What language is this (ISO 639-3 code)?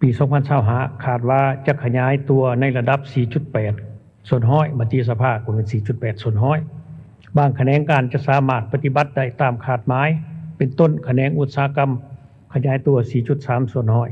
lao